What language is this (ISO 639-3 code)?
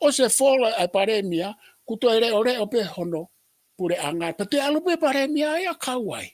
ton